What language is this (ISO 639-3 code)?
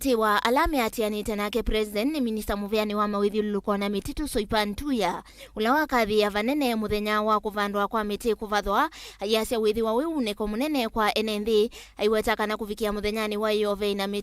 kam